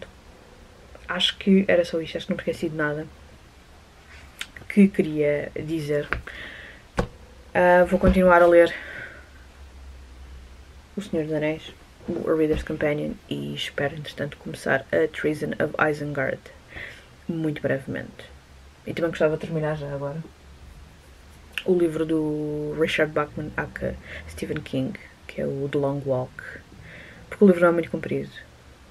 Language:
Portuguese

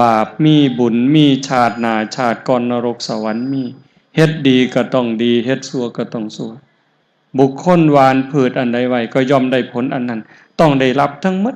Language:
Northeastern Thai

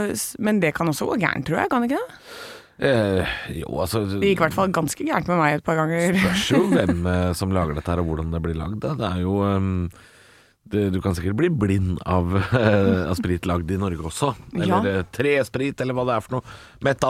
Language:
Norwegian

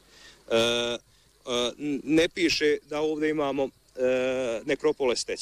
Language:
Bosnian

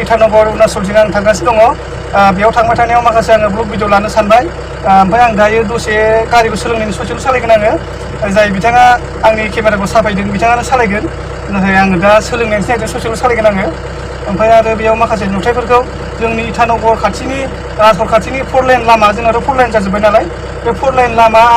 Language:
Bodo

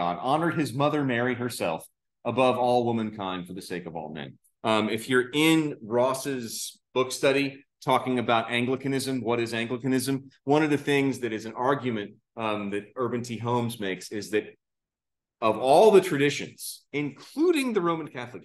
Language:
English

